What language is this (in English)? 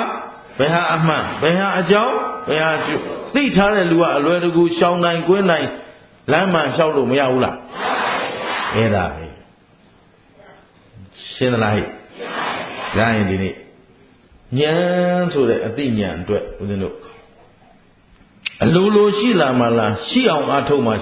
Burmese